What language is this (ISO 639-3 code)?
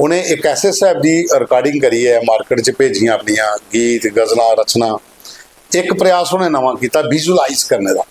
doi